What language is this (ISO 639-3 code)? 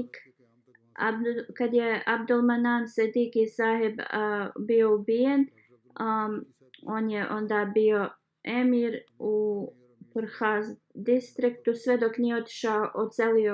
bos